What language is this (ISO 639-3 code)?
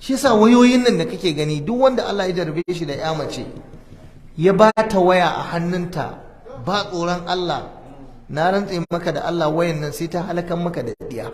hau